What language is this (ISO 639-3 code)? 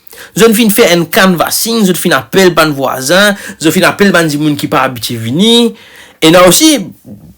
mfe